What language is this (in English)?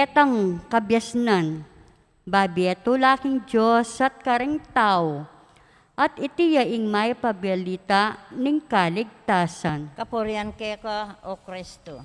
Pampanga